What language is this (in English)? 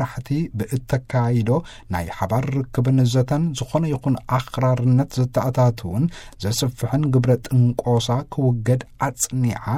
Tigrinya